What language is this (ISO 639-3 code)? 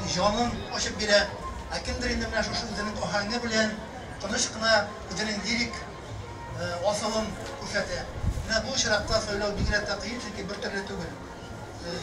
tat